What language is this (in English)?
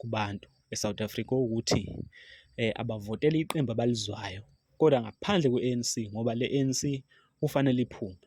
Zulu